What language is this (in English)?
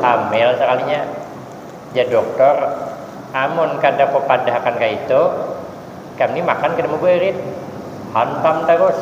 Banjar